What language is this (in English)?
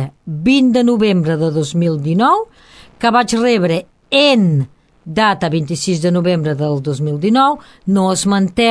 Catalan